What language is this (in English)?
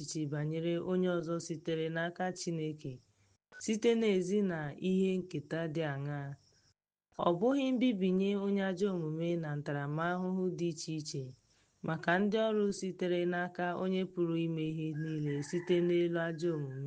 Igbo